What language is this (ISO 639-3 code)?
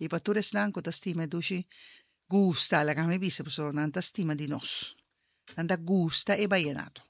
pap